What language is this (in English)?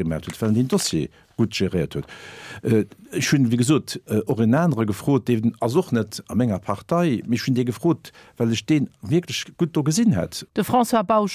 Luxembourgish